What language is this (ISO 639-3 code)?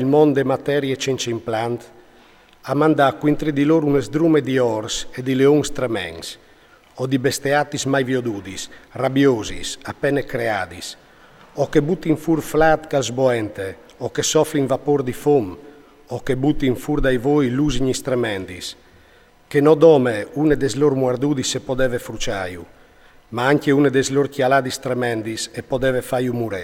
fur